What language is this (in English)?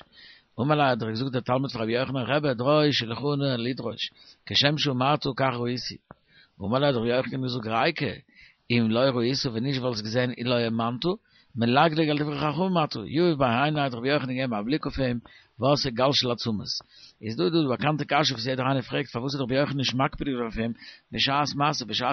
Yiddish